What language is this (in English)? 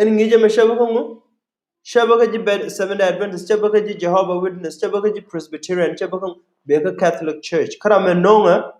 Nuer